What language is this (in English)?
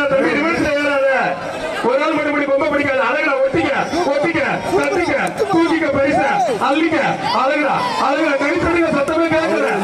Tamil